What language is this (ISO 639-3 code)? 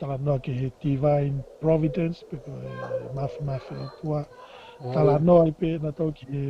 ton